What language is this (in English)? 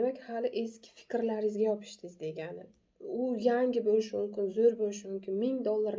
Uzbek